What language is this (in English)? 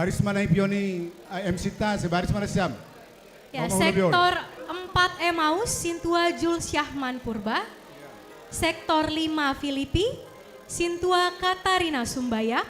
Batak Simalungun